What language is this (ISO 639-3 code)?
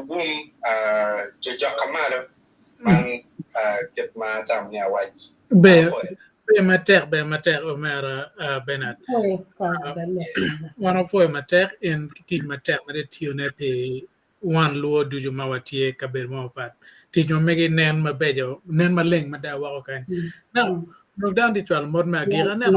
ach